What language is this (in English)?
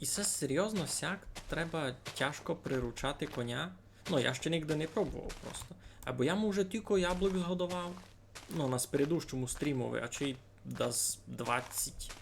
Rusyn